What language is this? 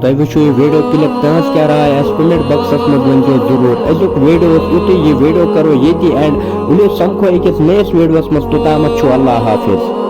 Kashmiri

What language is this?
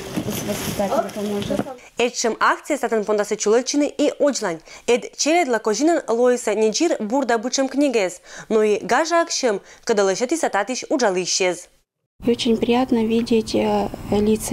Komi-Permyak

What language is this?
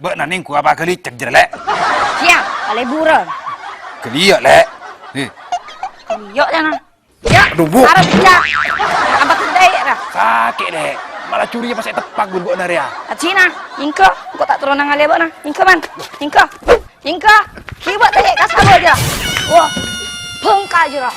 Madurese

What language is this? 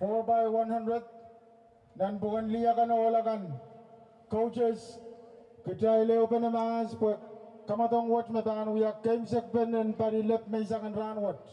Pohnpeian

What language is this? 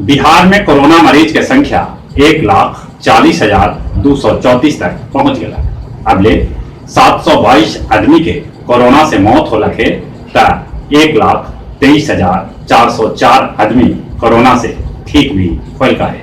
Magahi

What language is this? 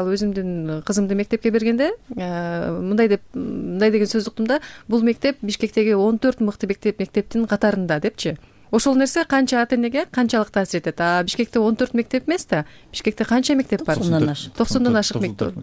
Kyrgyz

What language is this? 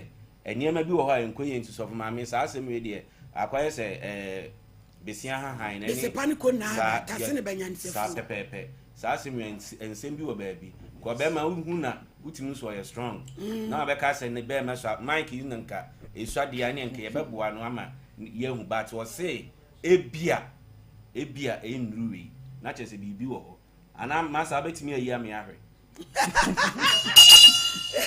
Akan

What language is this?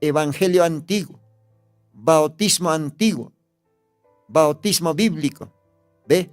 Aymara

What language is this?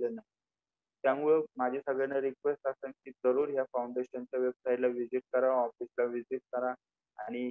Marathi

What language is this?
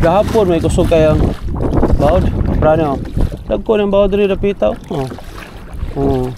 Cebuano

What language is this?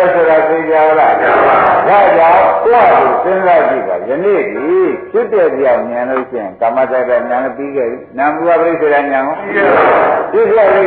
Burmese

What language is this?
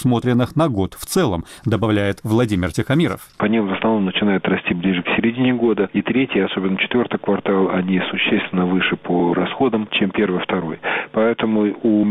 Russian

